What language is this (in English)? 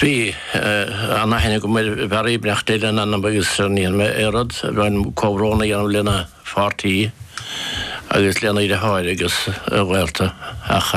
Irish